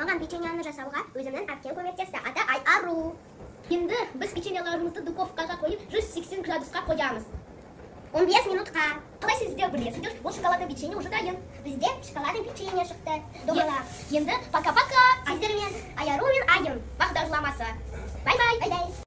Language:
Kazakh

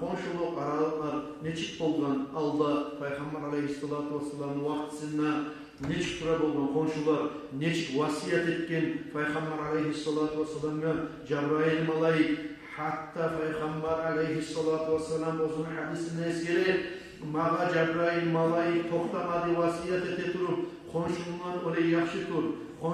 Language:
Kumyk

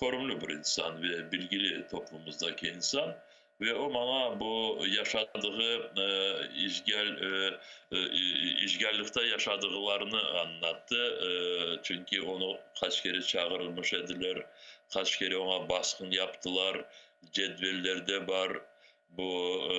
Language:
Crimean Tatar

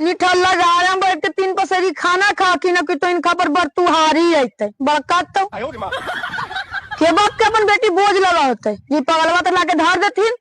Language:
Magahi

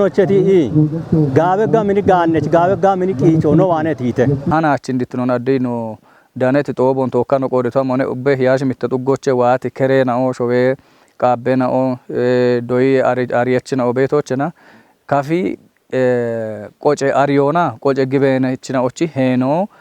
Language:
Kafa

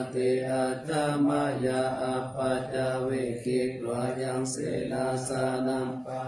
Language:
Pali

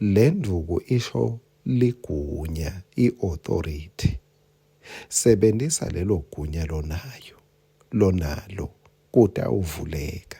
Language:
Swati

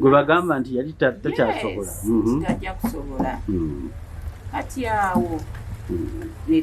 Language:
Ganda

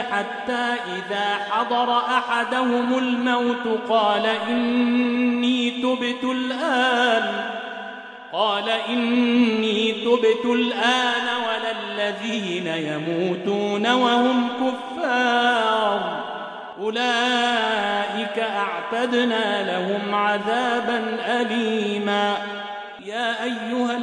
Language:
Arabic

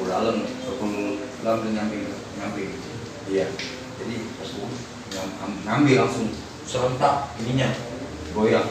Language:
Betawi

